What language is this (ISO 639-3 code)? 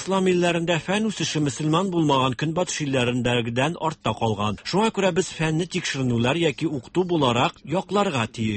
tat